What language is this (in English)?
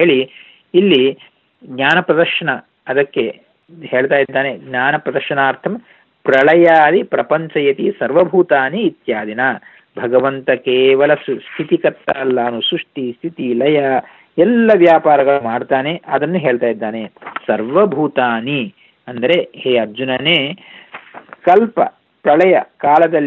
Kannada